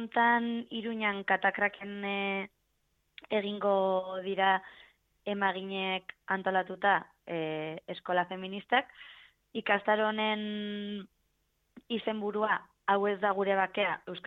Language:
Basque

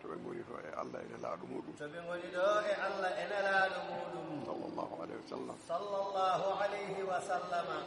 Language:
Fula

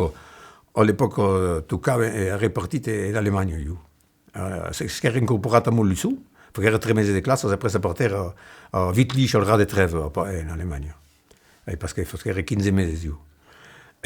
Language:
Occitan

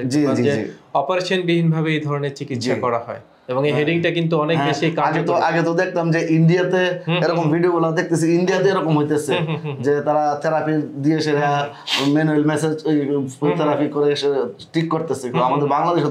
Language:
Bangla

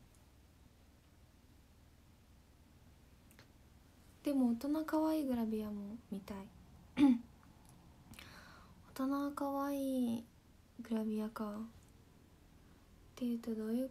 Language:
Japanese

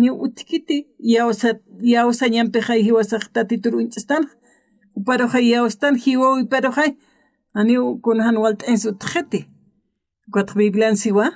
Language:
Aymara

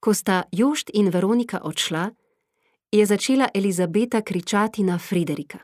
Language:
Slovenian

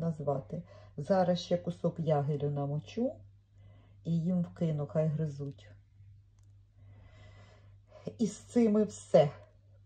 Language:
Ukrainian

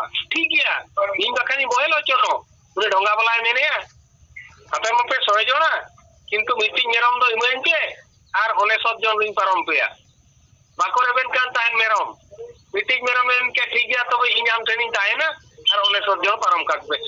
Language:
Santali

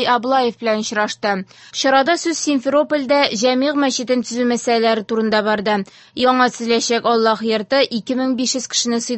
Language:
Tatar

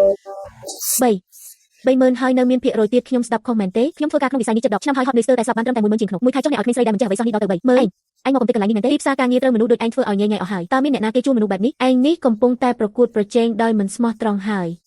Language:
Khmer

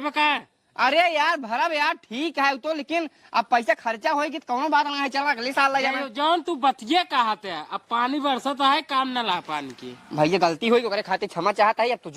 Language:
Awadhi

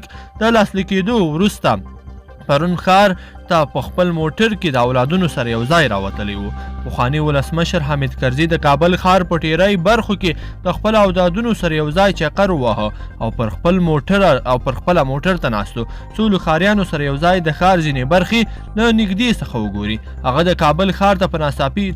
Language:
Pashto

